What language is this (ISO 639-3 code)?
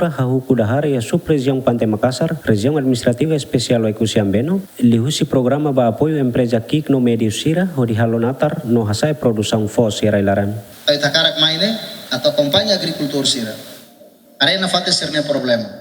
tet